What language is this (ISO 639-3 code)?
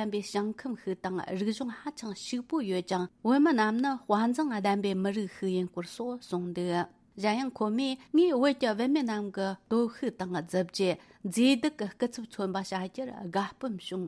bod